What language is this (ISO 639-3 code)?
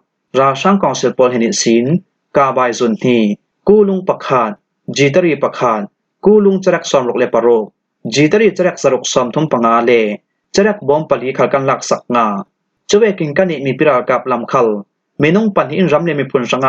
cfm